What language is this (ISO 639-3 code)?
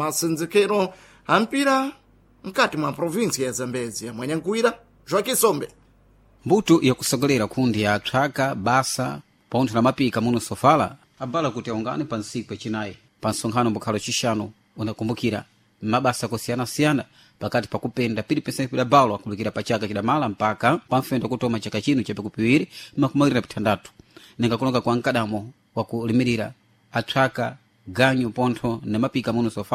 seh